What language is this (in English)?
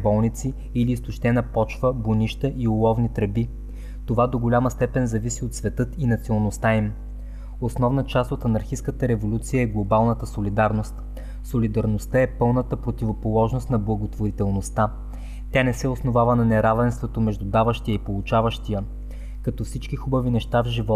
Bulgarian